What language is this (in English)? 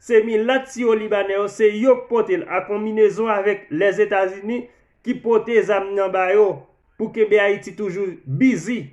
Haitian Creole